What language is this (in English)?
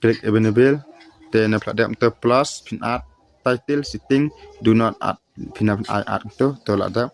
Khasi